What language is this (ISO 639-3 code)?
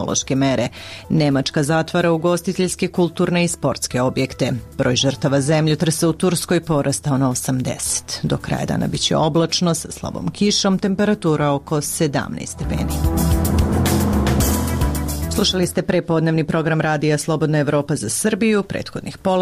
srp